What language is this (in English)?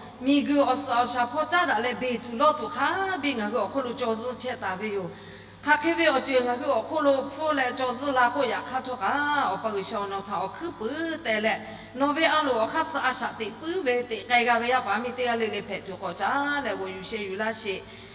Lahu